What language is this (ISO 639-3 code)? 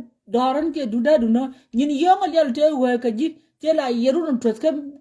nus